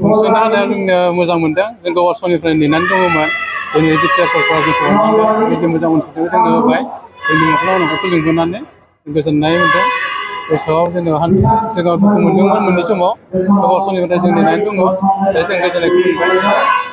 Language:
Bodo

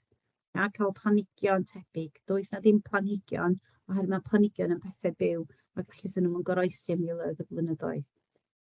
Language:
Welsh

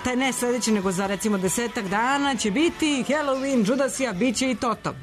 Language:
Serbian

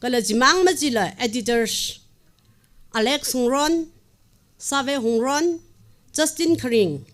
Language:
Tangkhul Naga (India)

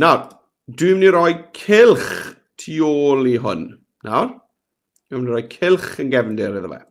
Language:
Welsh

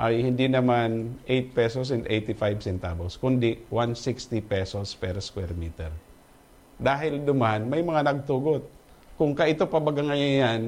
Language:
Bikol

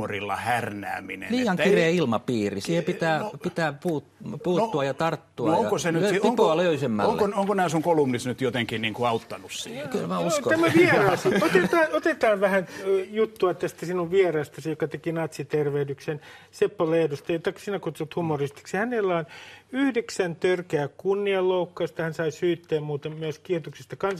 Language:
Finnish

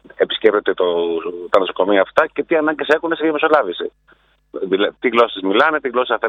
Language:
Greek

